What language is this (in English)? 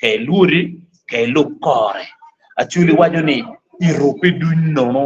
Acoli